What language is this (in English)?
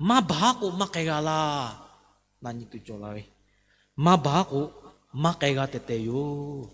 Lahu